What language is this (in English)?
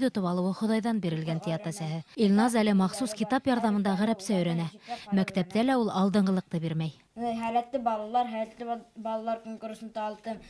Bashkir